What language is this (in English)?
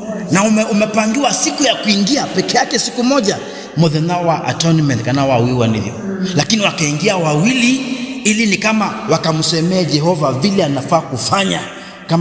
Kamba